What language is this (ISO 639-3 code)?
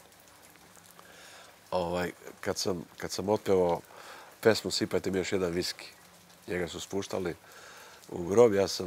srp